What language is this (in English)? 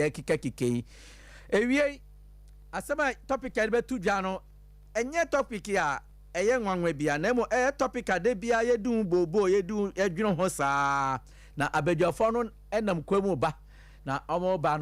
Akan